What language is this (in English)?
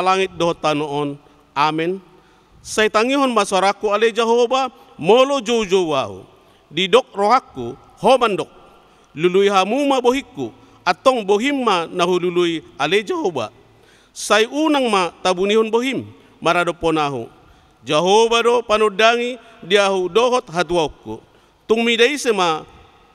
Batak Toba